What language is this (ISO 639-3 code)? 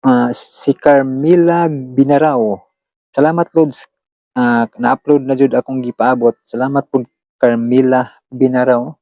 ceb